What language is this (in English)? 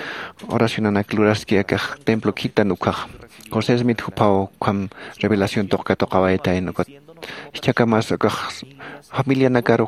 Aymara